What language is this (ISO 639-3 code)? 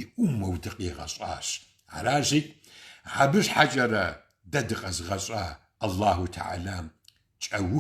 kbd